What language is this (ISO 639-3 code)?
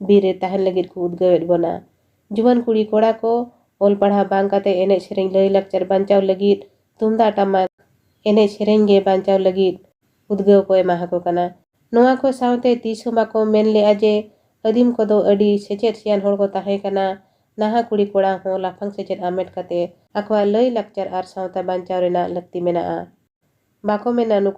sat